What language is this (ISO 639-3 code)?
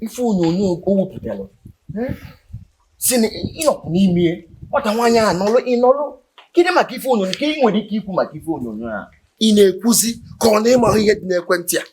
ibo